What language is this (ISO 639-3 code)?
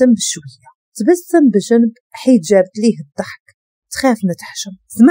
ary